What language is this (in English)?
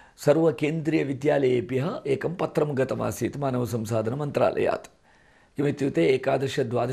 Sanskrit